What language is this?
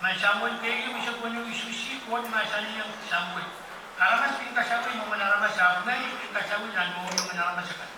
Pohnpeian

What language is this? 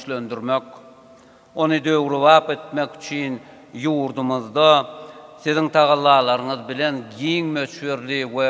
Turkmen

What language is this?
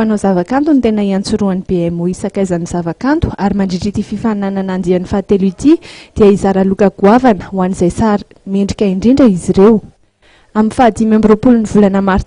Malagasy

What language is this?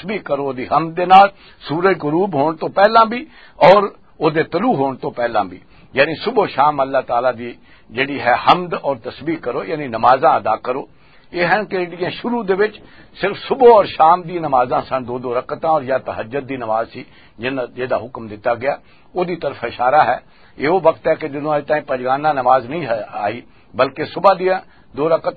Western Panjabi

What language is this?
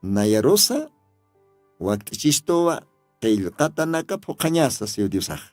Aymara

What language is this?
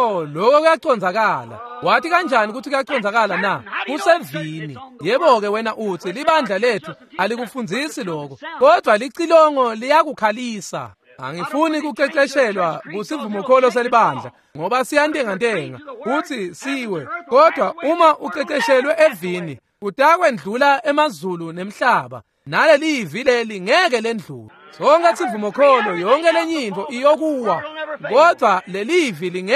Swati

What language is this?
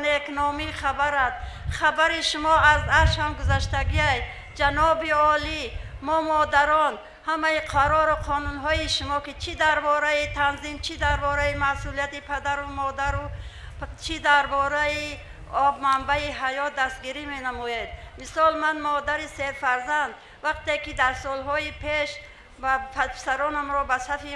Tajik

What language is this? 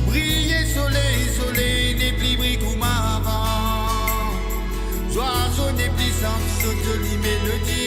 Morisyen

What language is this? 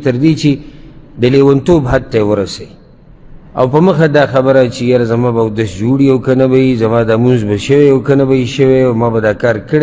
Pashto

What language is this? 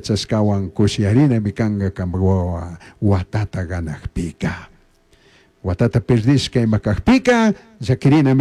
Chimborazo Highland Quichua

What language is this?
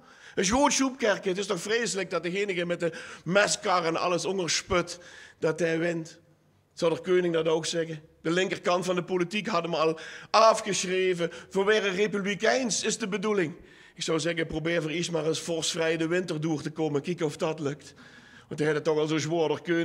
Limburgish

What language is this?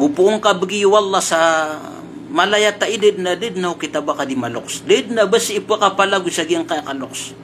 Maranao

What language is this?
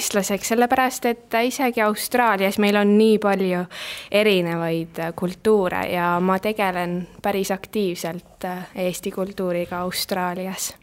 Estonian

